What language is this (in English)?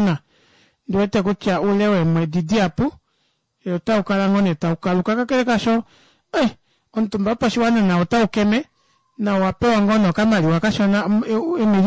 Kuanyama